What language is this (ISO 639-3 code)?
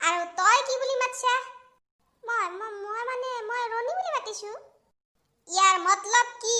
asm